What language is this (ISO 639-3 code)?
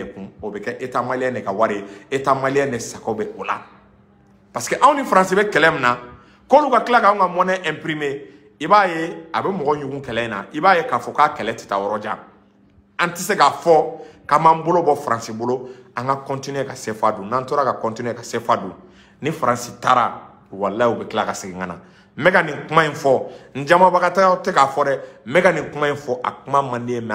bam